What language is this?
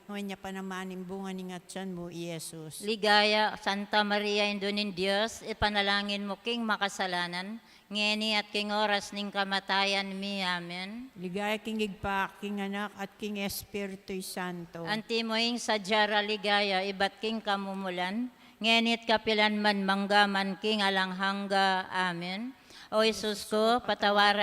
Pampanga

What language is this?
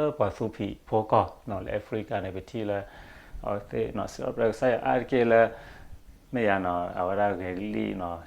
S'gaw Karen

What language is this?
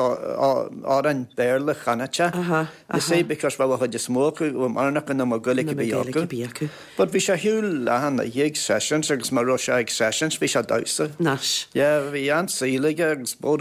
Irish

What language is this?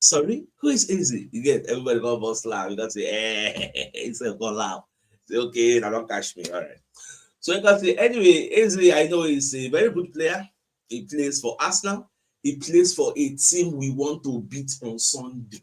Nigerian Pidgin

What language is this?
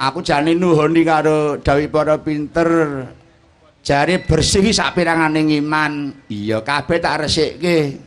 Javanese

